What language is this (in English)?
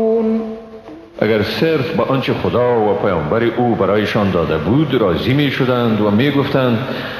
Persian